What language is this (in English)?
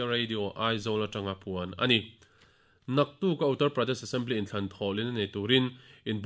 Mizo